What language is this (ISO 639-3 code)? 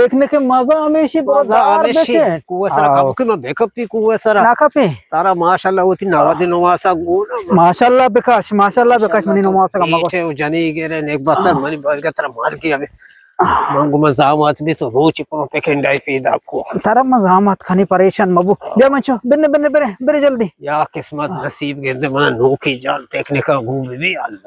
bgp